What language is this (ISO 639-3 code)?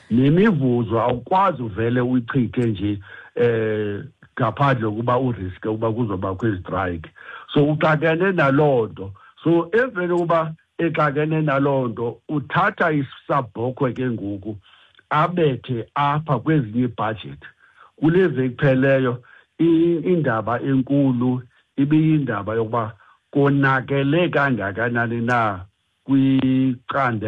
xho